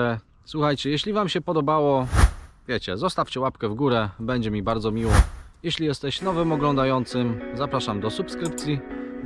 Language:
Polish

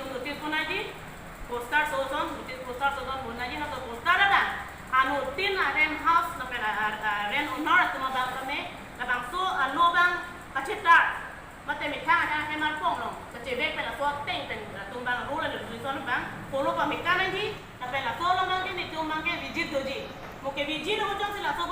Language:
Karbi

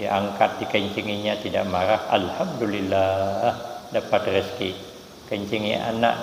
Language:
Banjar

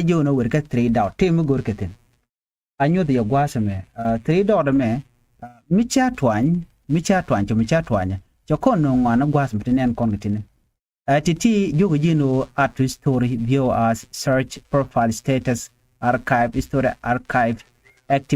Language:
Nuer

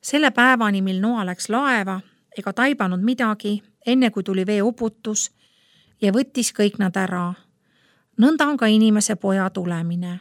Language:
Estonian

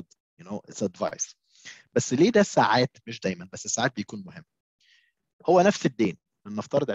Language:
Egyptian Arabic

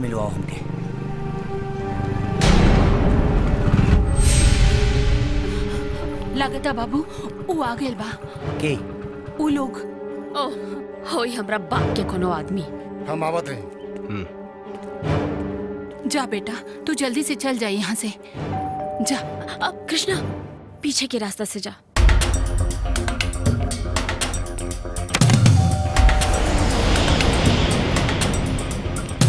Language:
Bhojpuri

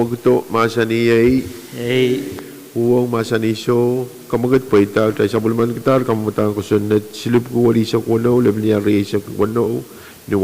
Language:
Pohnpeian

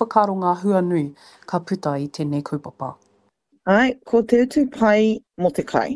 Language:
Māori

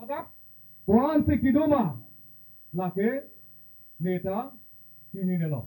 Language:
Karbi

